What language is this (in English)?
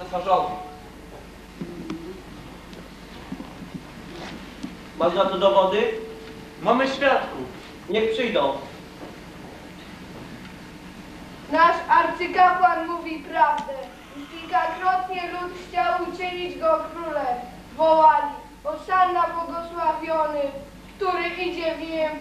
Polish